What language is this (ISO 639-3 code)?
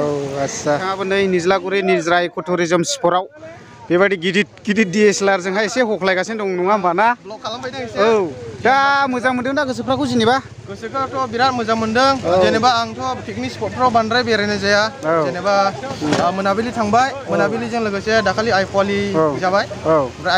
brx